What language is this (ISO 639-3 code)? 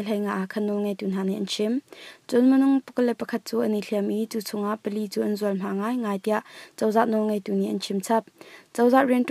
cnh